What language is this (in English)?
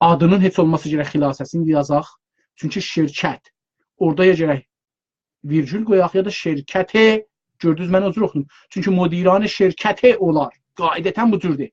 South Azerbaijani